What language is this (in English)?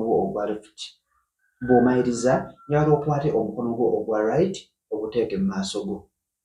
Ganda